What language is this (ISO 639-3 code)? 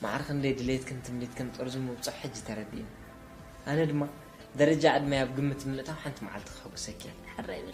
tir